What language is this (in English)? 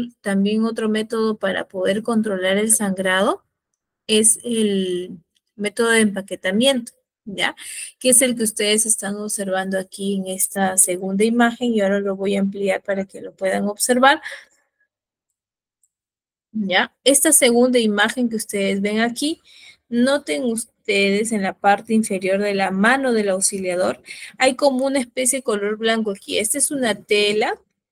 Spanish